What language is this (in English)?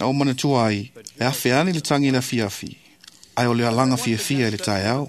Samoan